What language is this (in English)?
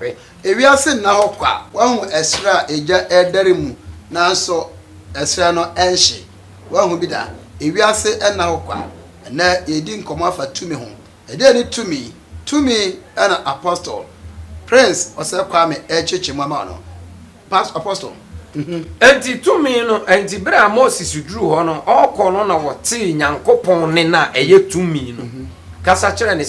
Akan